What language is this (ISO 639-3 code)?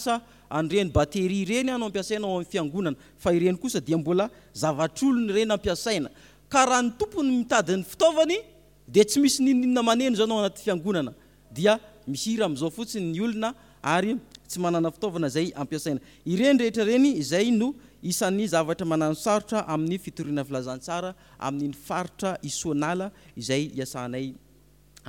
mlg